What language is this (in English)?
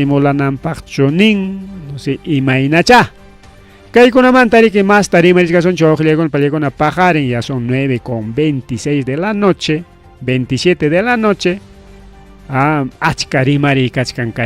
Ayacucho Quechua